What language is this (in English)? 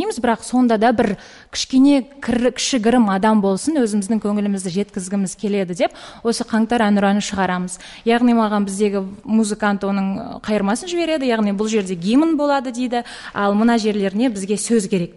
Kazakh